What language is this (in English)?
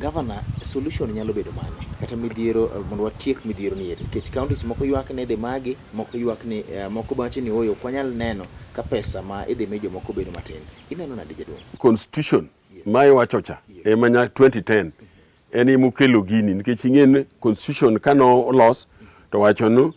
Luo (Kenya and Tanzania)